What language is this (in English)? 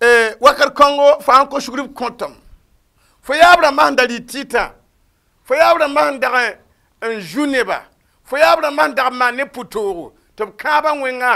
Mossi